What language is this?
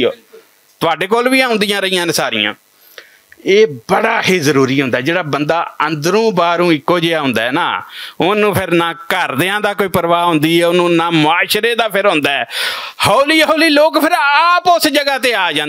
Western Panjabi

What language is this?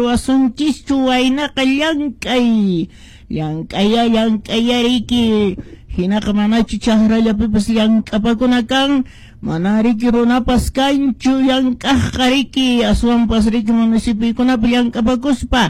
Quechua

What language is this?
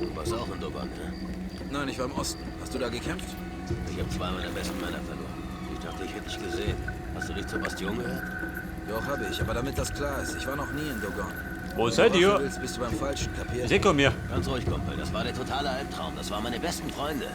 Bavarian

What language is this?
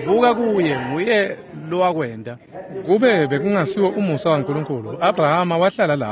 Swati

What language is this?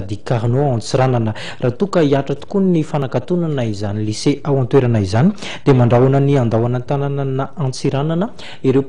Malagasy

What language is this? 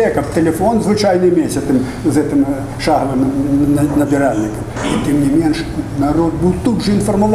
Belarusian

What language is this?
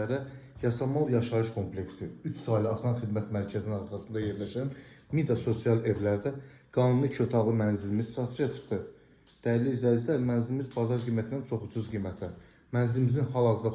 Azerbaijani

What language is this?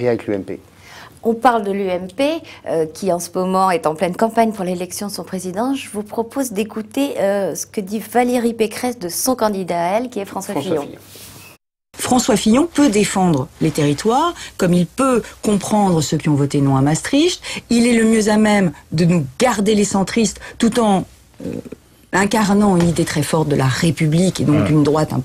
French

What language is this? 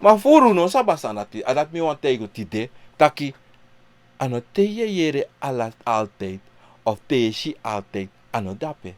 Sranan Tongo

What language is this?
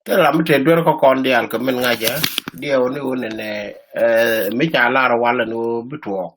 Nuer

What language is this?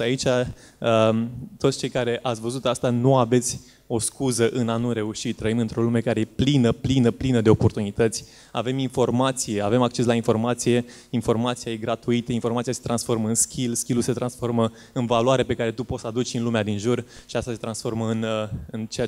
Romanian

